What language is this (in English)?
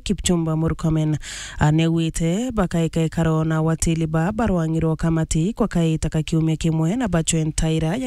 Meru